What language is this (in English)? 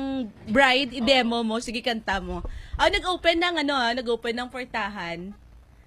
Filipino